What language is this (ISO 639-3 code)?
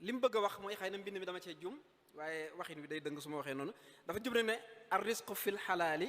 wol